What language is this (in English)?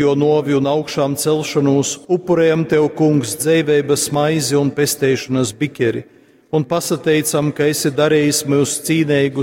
Latgalian